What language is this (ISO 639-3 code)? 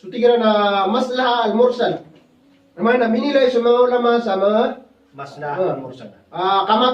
mrw